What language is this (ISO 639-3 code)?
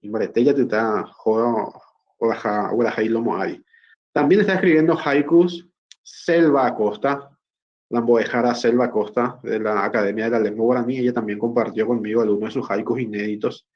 grn